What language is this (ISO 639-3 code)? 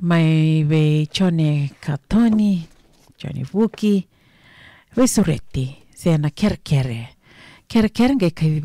fij